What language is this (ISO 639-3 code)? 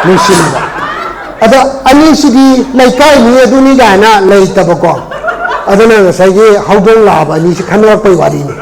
mni